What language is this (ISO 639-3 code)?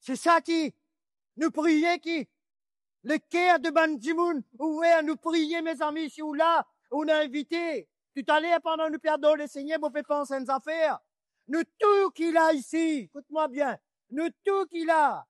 mfe